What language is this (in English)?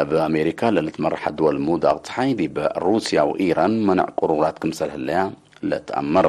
Tigre